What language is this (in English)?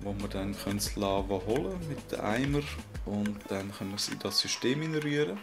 Swiss German